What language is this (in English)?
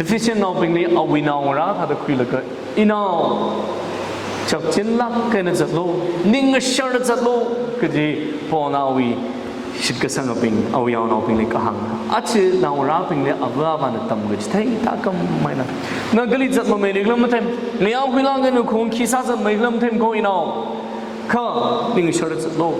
Tangkhul Naga (India)